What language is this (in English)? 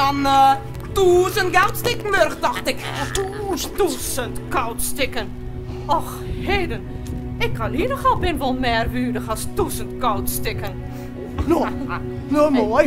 Western Frisian